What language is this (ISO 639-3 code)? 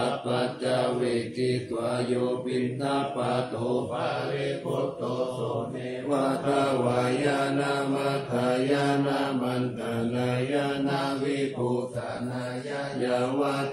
pli